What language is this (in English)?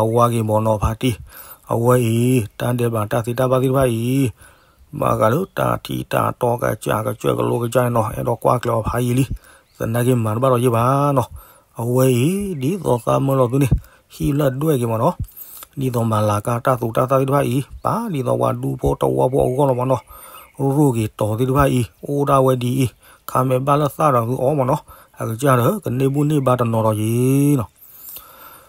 S'gaw Karen